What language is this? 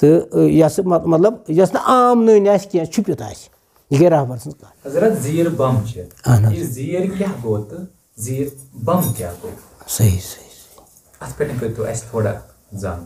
Kashmiri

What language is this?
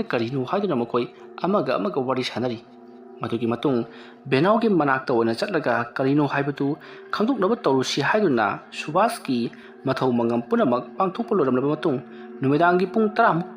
Manipuri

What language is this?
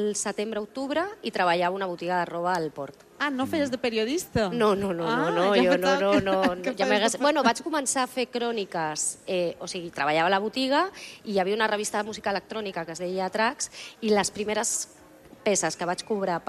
Catalan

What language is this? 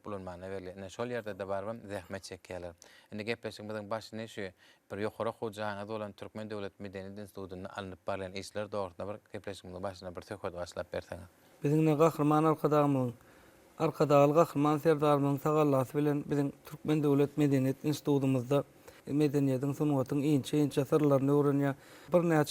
Turkmen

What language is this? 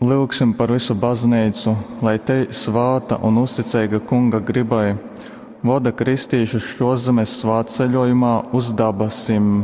Latgalian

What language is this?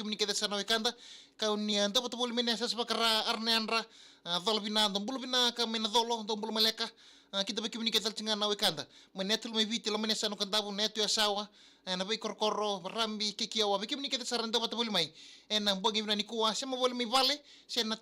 Fijian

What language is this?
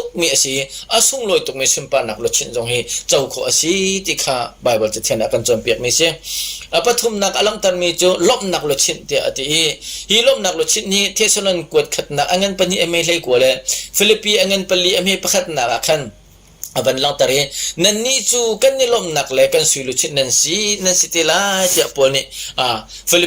Hakha Chin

